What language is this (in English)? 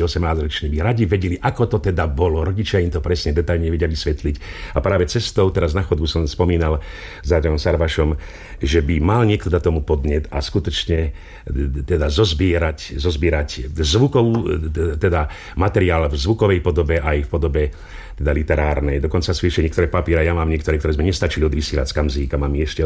Slovak